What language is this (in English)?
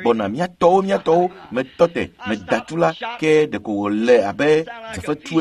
Ewe